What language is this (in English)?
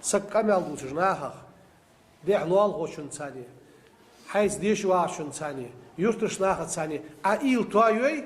Ingush